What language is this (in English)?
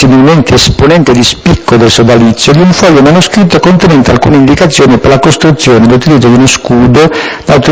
Italian